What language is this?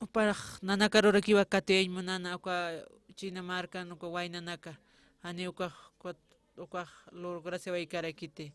Aymara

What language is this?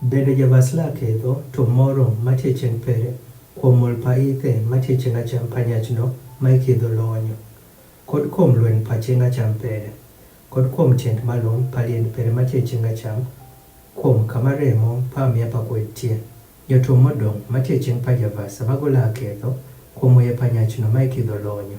Adhola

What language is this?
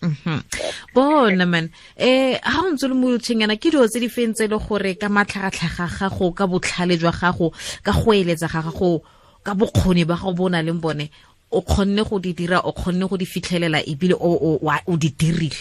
Tswana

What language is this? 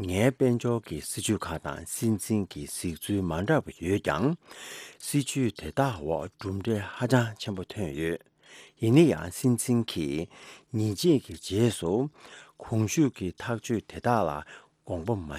Tibetan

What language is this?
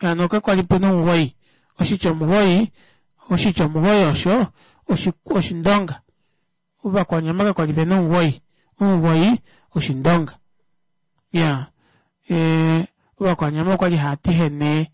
Kuanyama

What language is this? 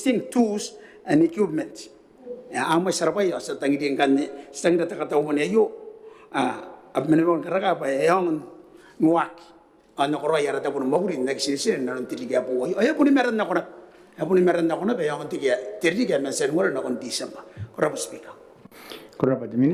Gilbertese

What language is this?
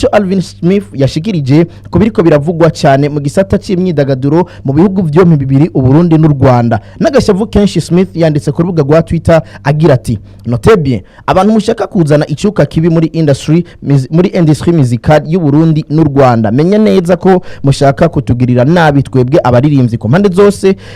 Rundi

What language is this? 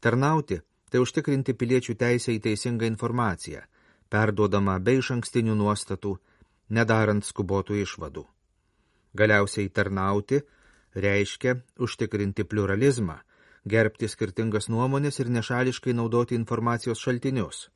Lithuanian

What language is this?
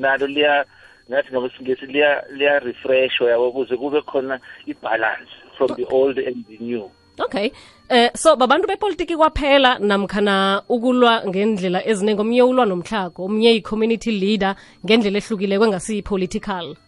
South Ndebele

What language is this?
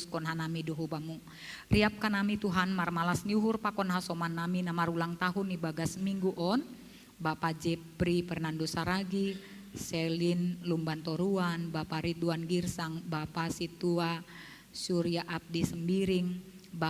Batak Simalungun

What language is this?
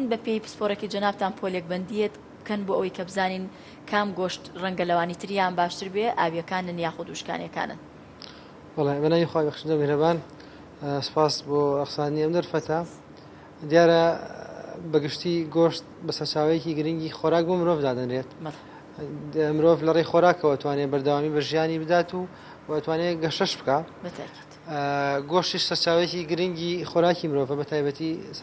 Central Kurdish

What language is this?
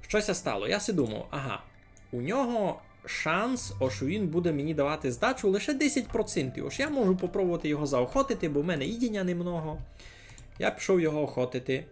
Rusyn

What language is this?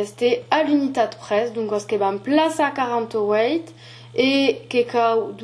Occitan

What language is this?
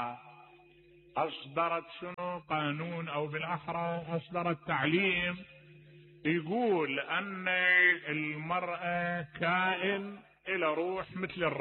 Mesopotamian Arabic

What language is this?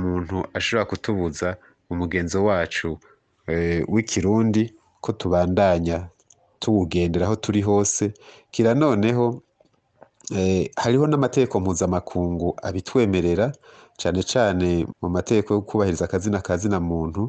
Rundi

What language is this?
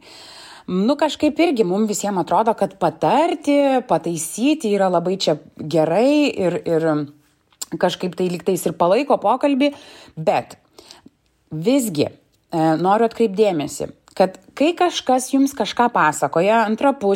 Lithuanian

